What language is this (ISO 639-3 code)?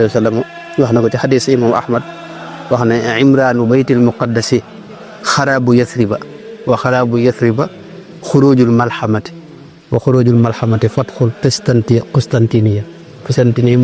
wol